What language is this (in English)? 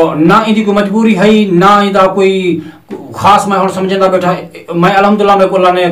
Saraiki